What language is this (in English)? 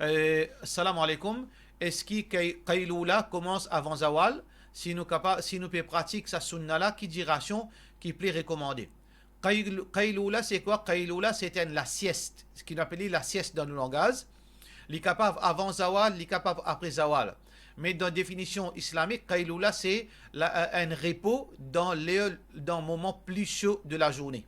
Morisyen